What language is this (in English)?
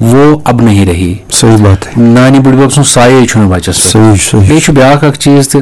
Kashmiri